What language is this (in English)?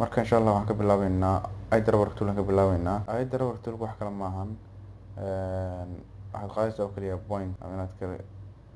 Somali